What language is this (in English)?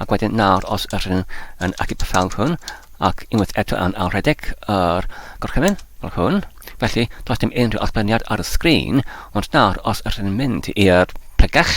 Welsh